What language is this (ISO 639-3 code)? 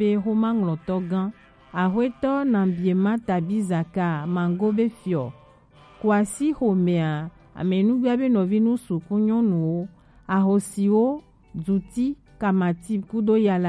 gej